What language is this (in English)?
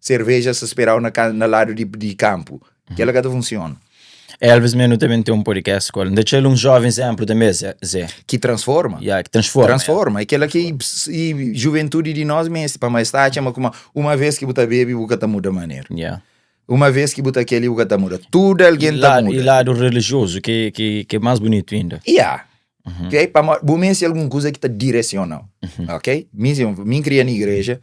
Kabuverdianu